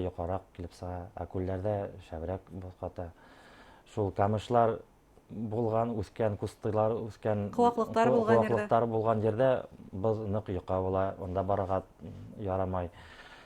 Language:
Bashkir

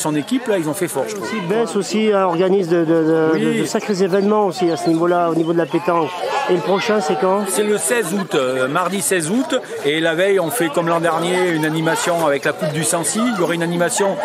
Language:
French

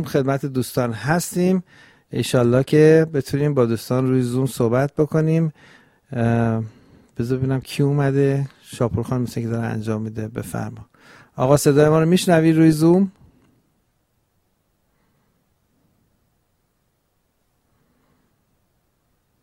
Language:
Persian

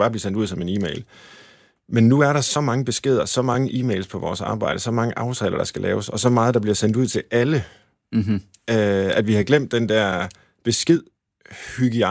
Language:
Danish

